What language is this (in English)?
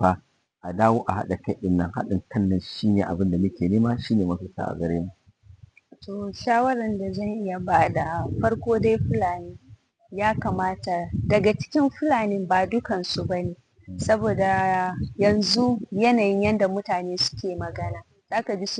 Hausa